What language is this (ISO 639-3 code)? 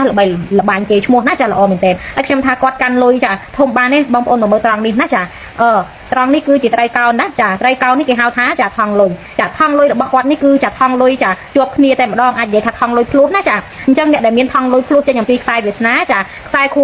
khm